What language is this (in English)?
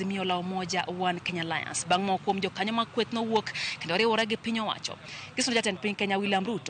Luo (Kenya and Tanzania)